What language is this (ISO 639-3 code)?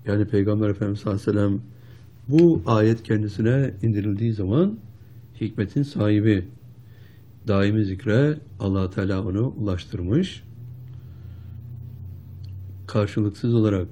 tur